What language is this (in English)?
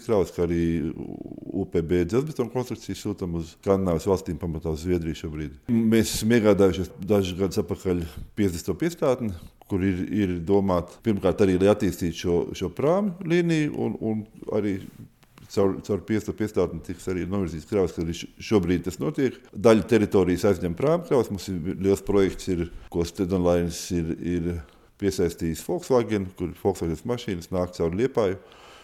Latvian